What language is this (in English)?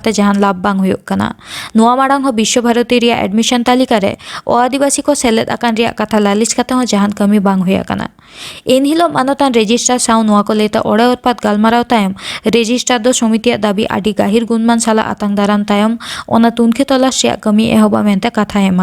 Santali